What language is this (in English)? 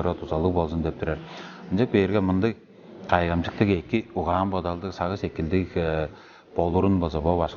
Tuvinian